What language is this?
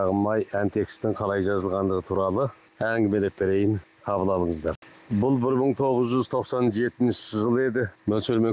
Kazakh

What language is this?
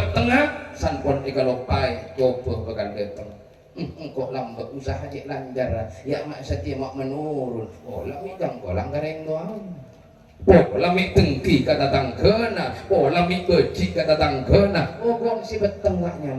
Madurese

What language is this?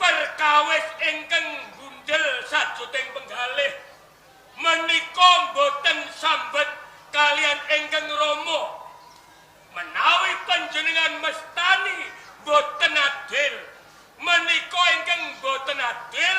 Javanese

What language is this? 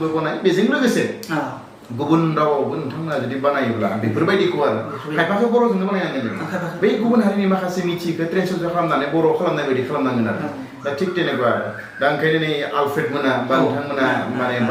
Bodo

